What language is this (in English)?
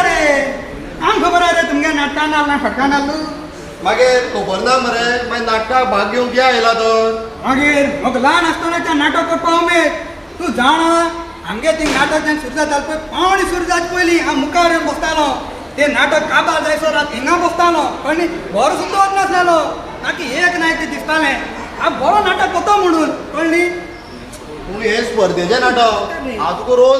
Konkani